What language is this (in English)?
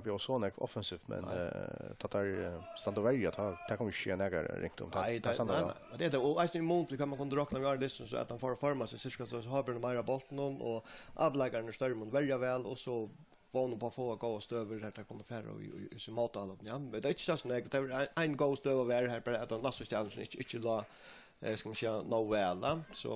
Faroese